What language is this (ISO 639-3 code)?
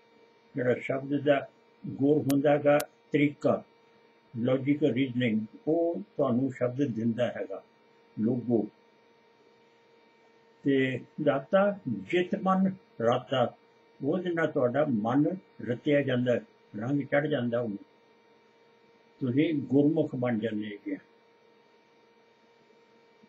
pan